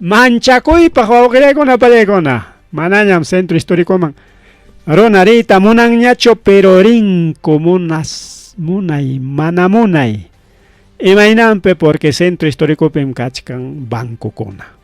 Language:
Ayacucho Quechua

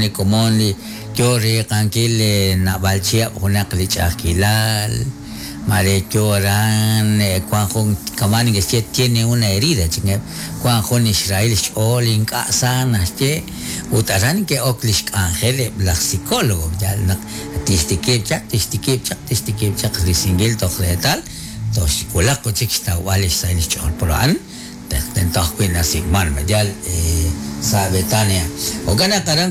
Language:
Kekchí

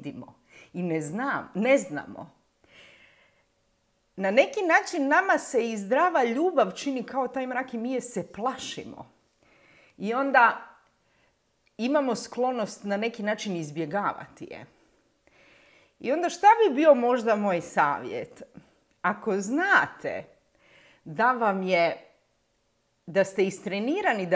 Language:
Croatian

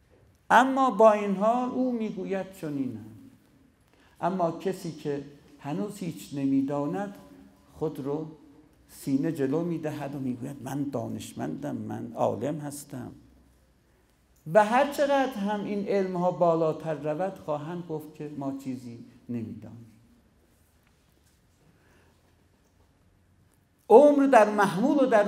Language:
Persian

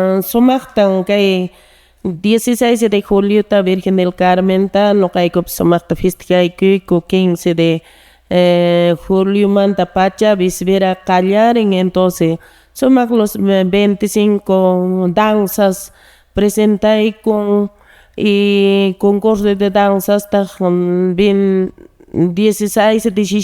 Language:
Quechua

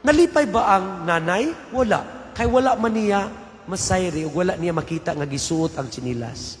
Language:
Cebuano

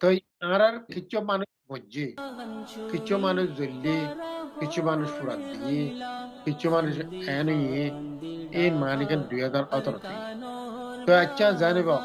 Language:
Rohingya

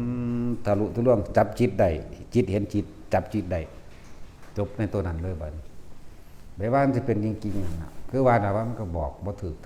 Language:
Northeastern Thai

